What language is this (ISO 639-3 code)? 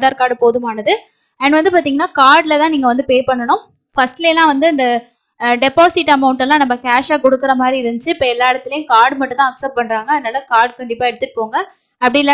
tam